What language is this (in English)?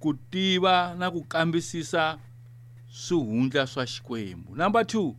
Tsonga